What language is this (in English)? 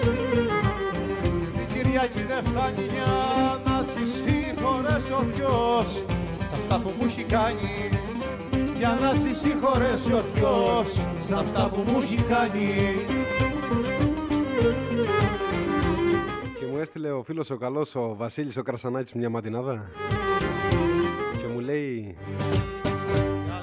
Greek